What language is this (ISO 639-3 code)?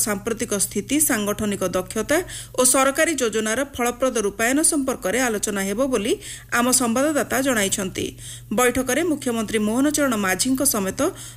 ori